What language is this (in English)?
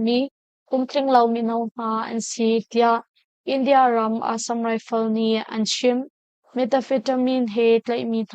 Hakha Chin